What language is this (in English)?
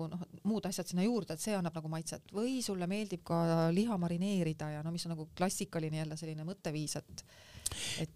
Estonian